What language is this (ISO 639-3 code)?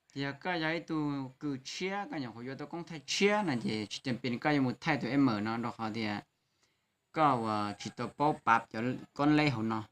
hmn